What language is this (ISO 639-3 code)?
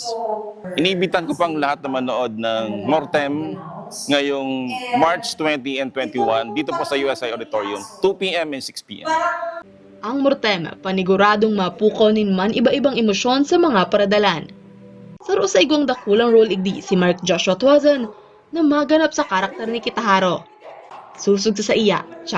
bik